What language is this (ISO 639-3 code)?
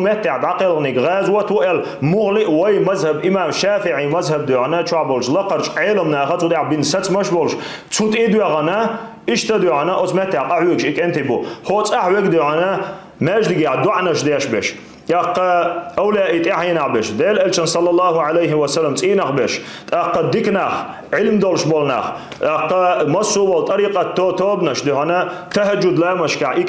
che